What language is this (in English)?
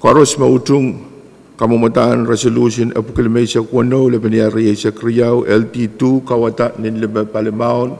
Pohnpeian